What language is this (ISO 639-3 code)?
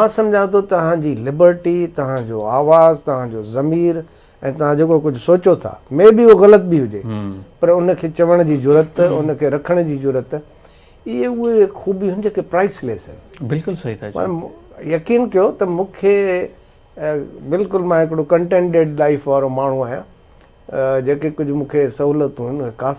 snd